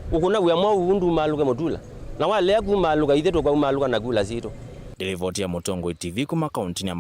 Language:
Kamba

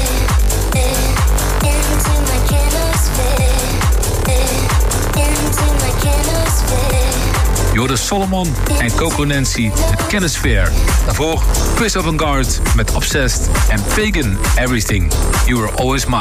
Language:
Dutch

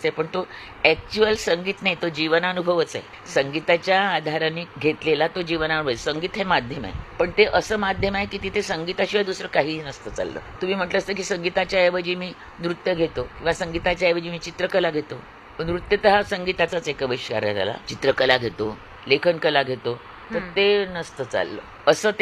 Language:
Marathi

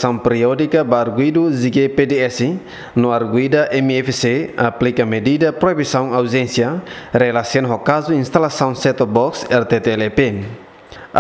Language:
Tetum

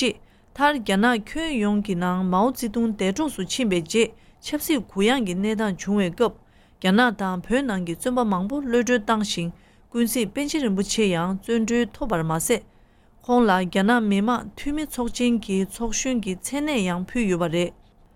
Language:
Tibetan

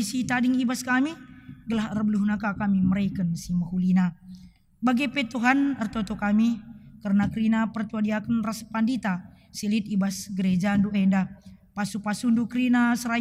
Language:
Batak Karo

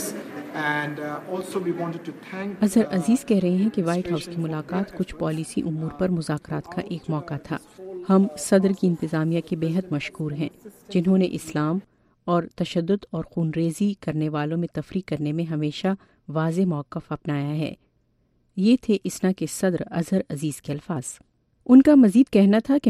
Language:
Urdu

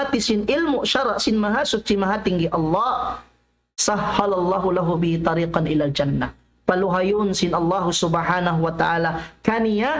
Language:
Tausug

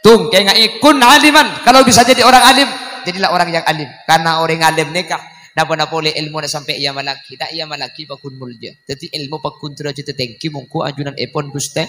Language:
Madurese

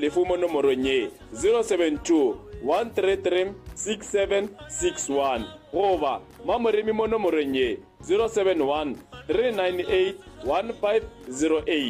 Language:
Northern Sotho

